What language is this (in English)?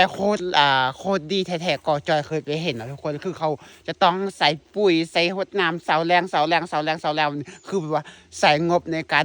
Lao